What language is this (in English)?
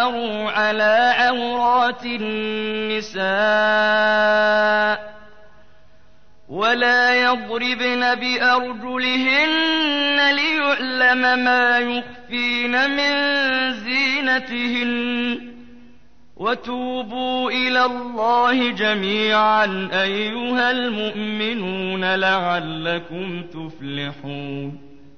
Arabic